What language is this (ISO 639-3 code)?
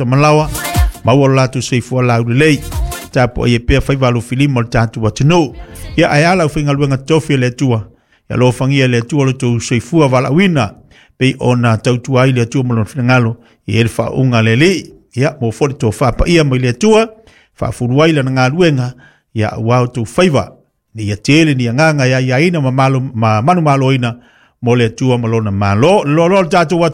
smo